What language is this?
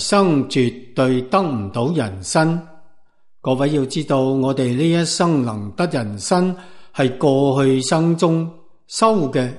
Cantonese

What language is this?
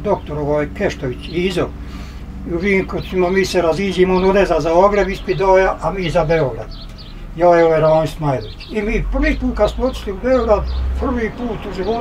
Bosnian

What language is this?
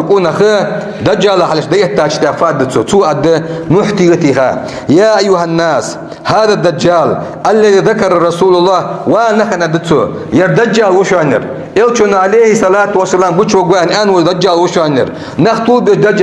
Ingush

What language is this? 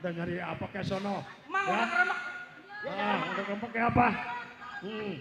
Betawi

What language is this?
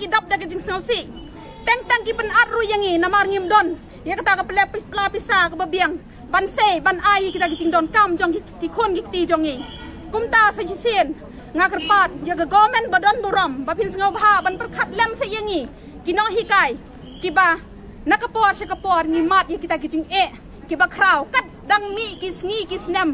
Khasi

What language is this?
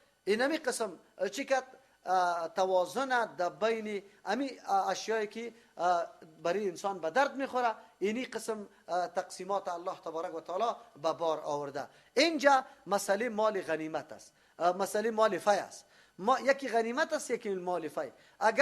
Persian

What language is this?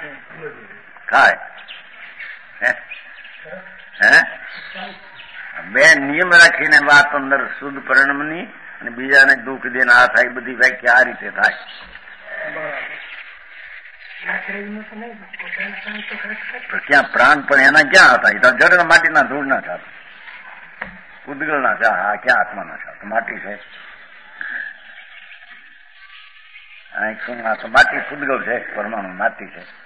Gujarati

